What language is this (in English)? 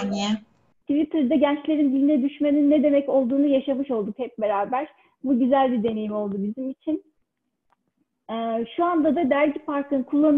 Turkish